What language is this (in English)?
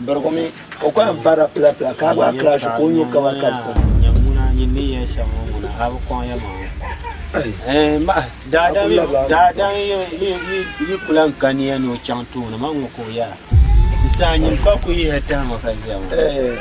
Dagbani